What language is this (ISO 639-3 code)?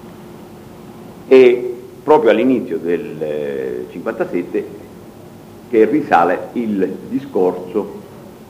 ita